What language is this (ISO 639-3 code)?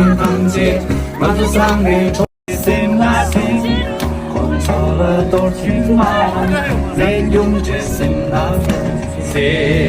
bod